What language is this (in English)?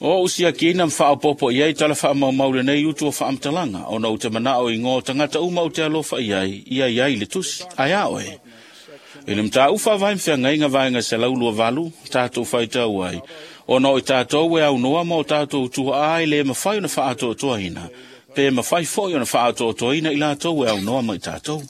Samoan